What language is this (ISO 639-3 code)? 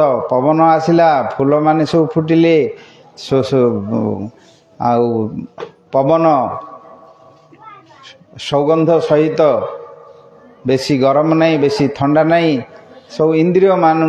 ori